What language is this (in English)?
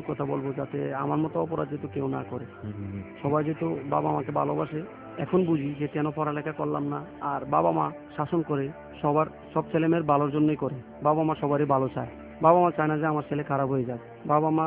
Bangla